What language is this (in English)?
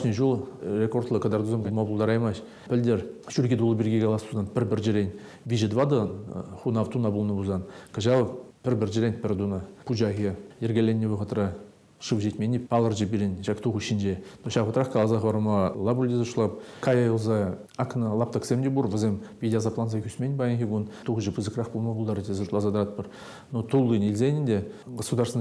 Chuvash